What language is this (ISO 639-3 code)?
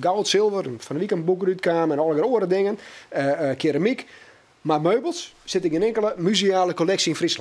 fry